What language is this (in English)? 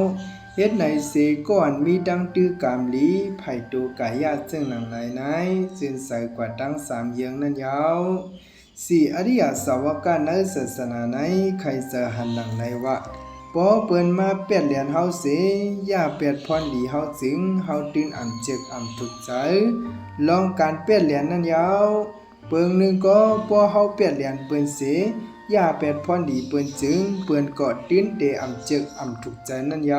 Shan